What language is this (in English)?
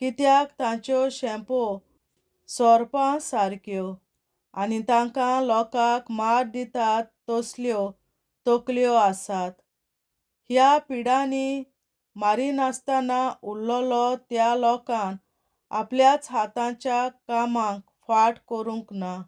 Konkani